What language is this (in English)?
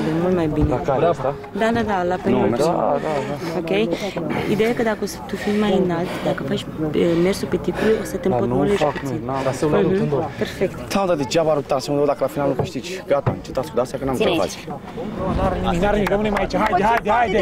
Romanian